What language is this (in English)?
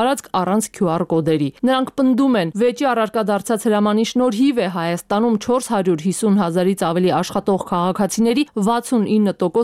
Armenian